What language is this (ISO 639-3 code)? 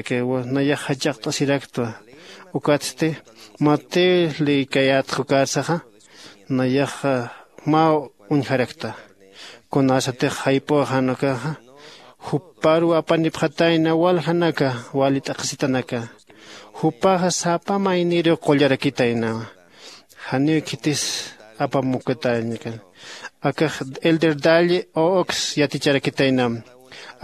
aym